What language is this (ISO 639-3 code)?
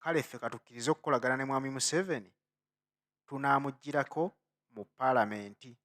lug